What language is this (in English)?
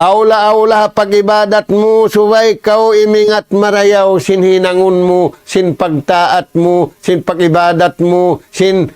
Tausug